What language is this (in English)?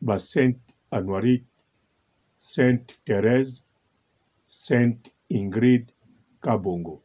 Lingala